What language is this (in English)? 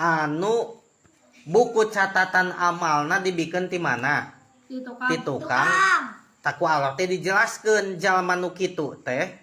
Sundanese